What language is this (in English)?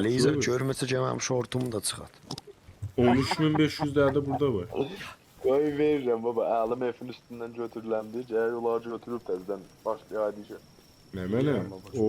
South Azerbaijani